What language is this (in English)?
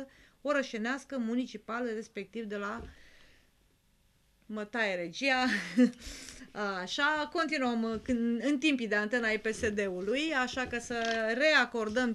Romanian